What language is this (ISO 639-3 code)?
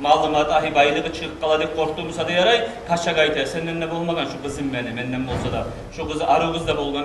kum